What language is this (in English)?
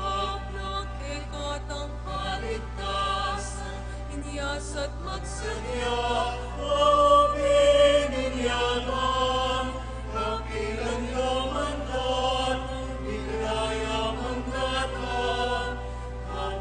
Pampanga